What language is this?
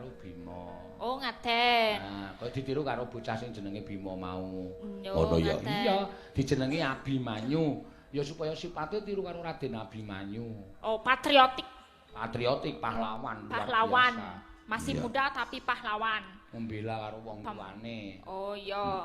Javanese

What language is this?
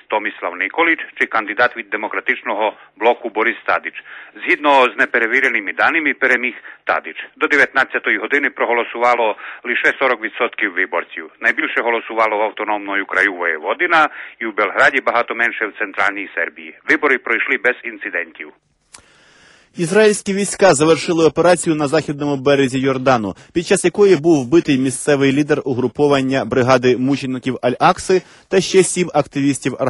Ukrainian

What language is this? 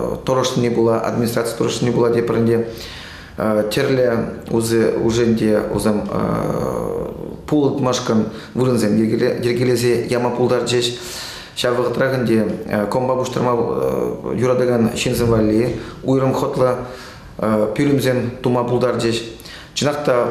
Chuvash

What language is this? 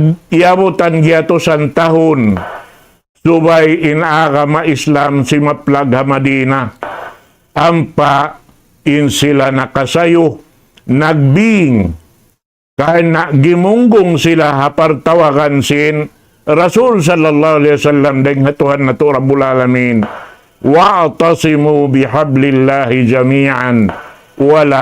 Tausug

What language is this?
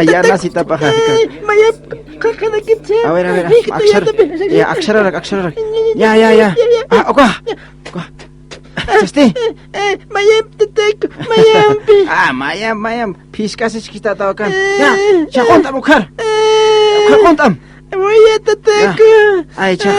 Aymara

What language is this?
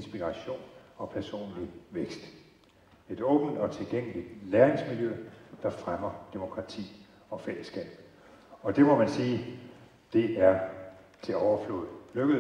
Danish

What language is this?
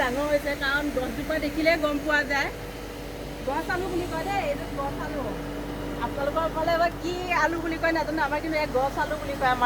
Assamese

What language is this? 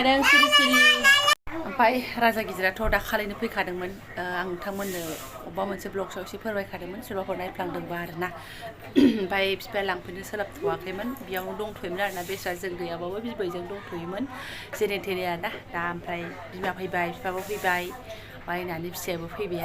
Bodo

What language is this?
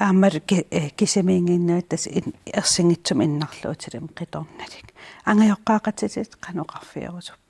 Kalaallisut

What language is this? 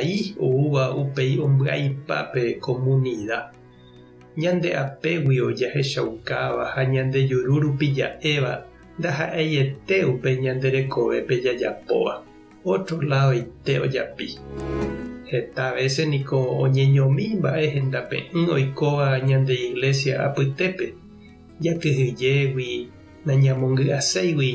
Guarani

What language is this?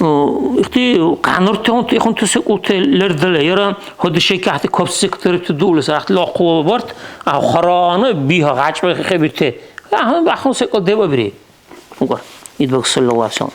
Dargwa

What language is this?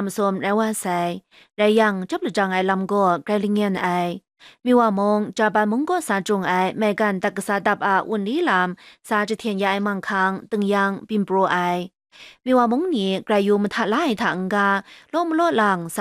Kachin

